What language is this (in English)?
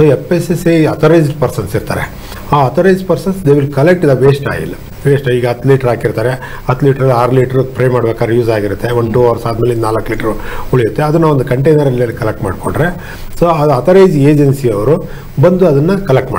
Kannada